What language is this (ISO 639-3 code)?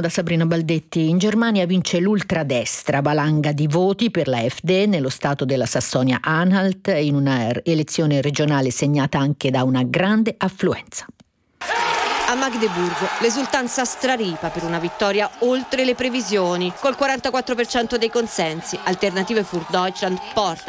ita